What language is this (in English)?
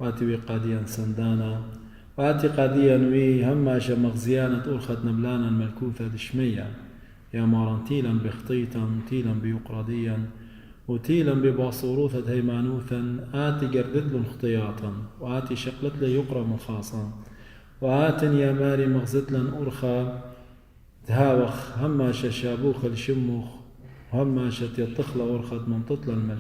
Assyrian Neo-Aramaic